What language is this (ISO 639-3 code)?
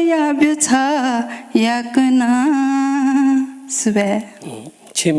new